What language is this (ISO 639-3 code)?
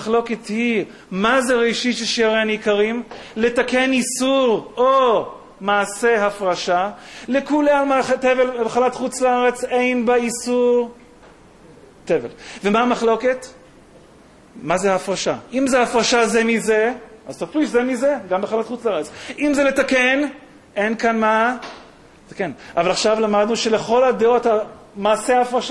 heb